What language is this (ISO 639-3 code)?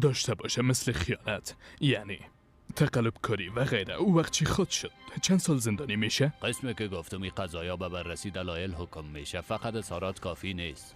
fas